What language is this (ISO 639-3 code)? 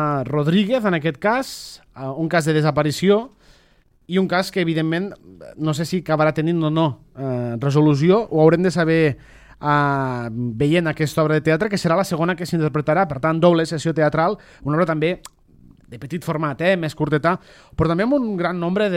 cat